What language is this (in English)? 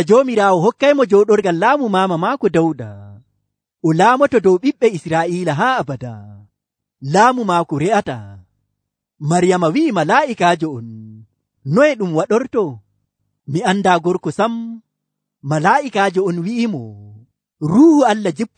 Nigerian Fulfulde